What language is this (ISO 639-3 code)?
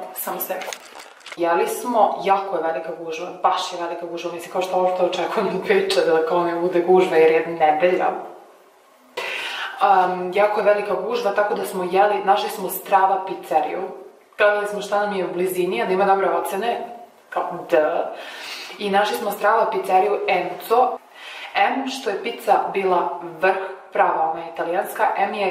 srp